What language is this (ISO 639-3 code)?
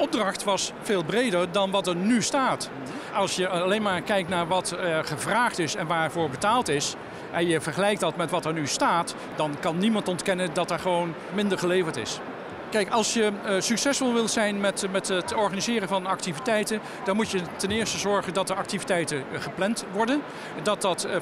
nld